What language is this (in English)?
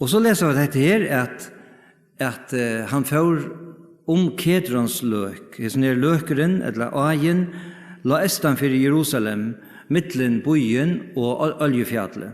Faroese